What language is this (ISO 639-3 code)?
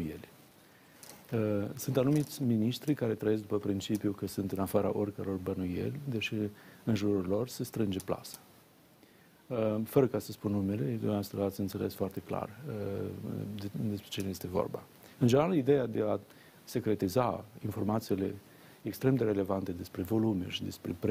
ron